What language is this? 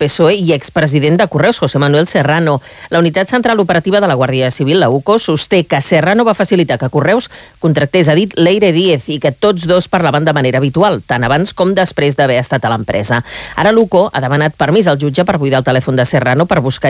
Catalan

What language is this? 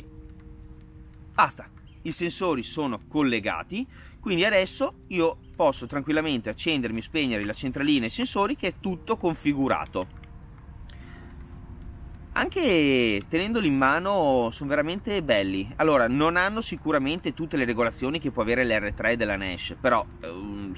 Italian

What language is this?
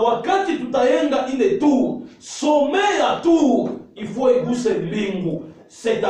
Swahili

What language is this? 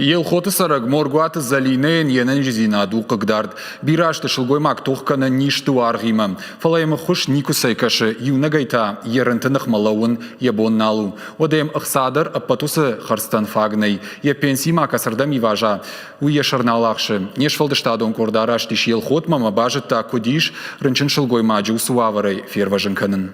Ossetic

